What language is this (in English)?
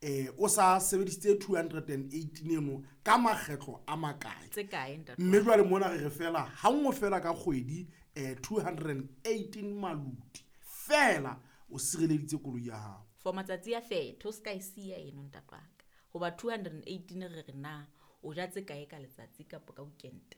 Southern Sotho